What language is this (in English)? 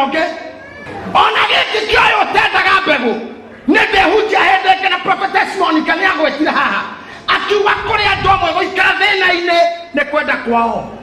Kikuyu